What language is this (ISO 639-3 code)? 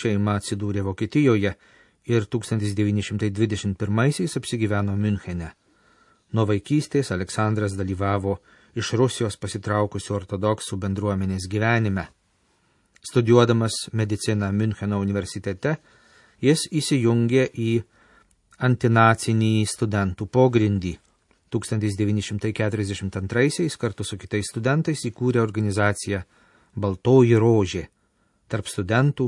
lit